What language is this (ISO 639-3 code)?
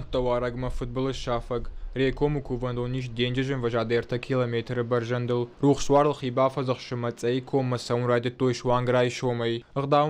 oss